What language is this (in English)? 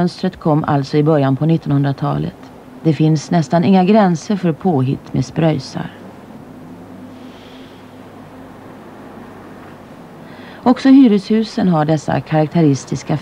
Swedish